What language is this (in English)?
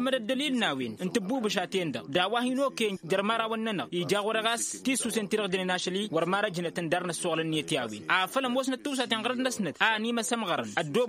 Tamasheq